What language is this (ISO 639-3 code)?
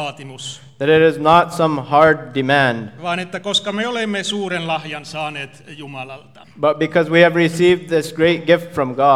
fin